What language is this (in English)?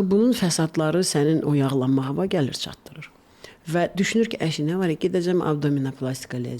Azerbaijani